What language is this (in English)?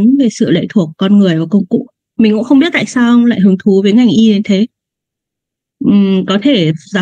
Vietnamese